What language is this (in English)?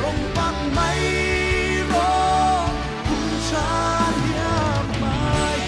Mizo